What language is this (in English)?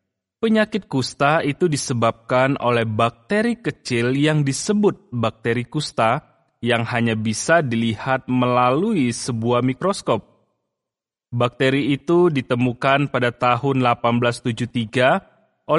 Indonesian